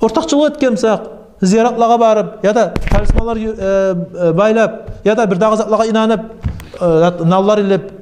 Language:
Kumyk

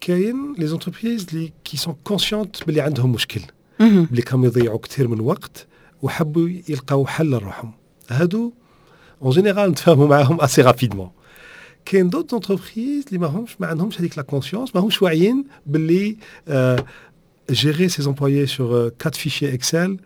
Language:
Tunisian Arabic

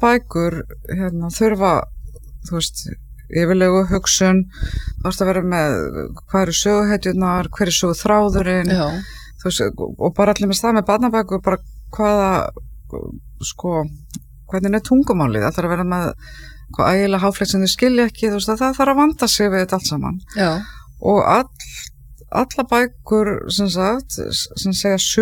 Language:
Icelandic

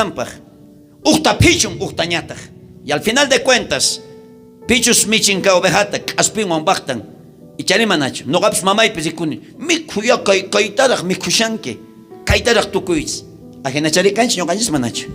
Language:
South Bolivian Quechua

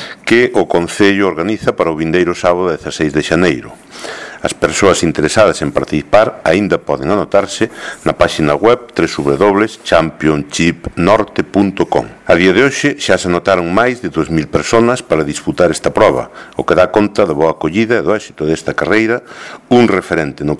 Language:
Galician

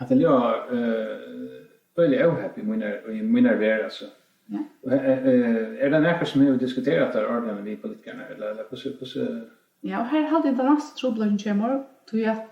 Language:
Faroese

